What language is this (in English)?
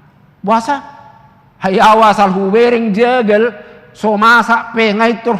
Batak Toba